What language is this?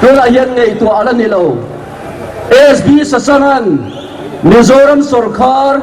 Mizo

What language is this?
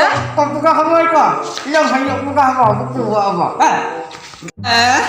Achinese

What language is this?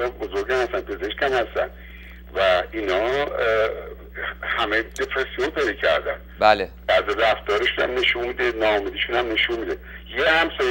Persian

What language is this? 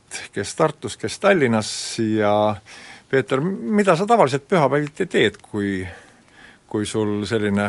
Estonian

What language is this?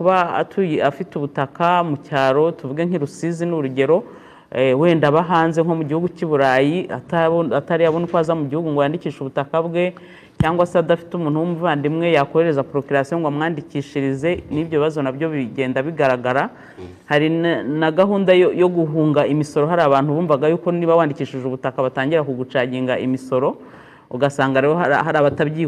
Kinyarwanda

